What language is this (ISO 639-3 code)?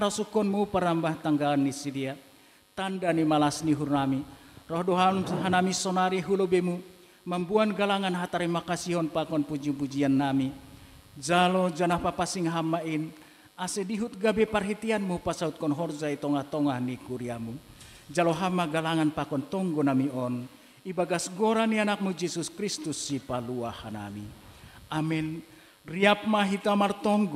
bts